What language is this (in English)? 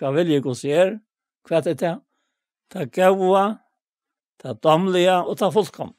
Faroese